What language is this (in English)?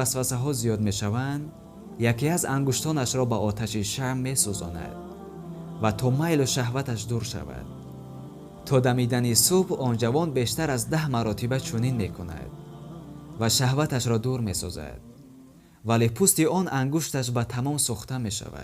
Tajik